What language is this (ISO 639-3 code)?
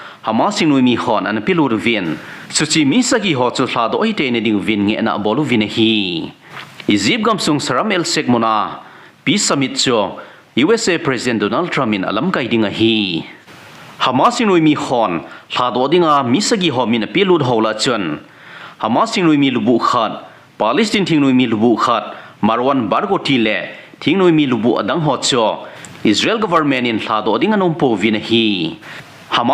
tcz